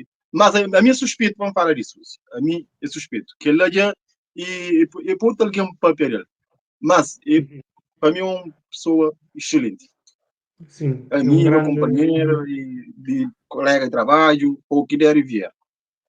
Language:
Kabuverdianu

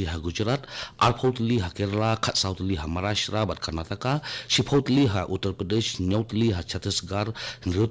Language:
Khasi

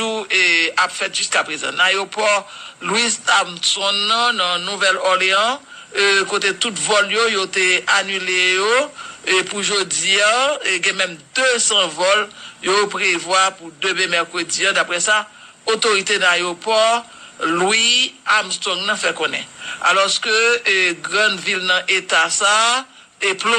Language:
Haitian Creole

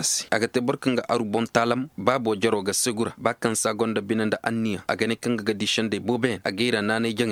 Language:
Koyraboro Senni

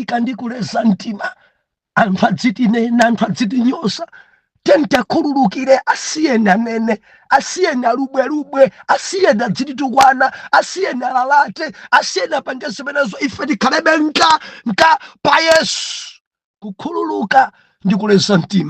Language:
Nyanja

